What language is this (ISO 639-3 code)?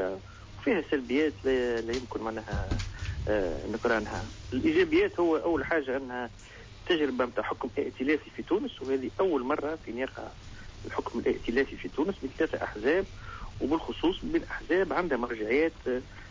aeb